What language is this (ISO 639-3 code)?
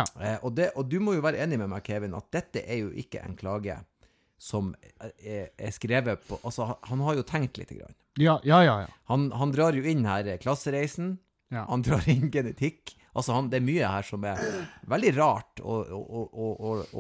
nor